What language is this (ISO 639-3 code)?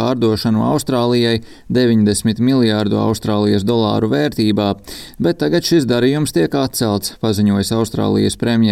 lav